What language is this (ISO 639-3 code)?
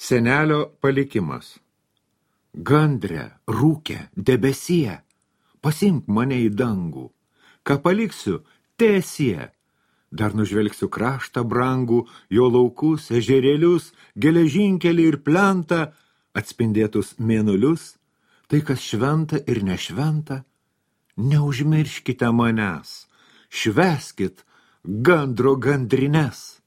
lit